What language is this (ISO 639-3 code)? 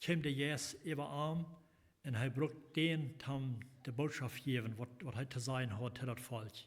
pdt